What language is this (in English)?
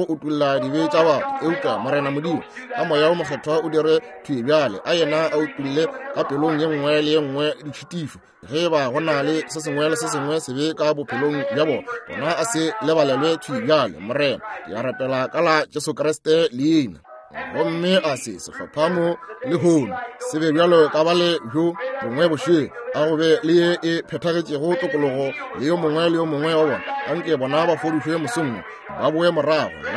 Northern Sotho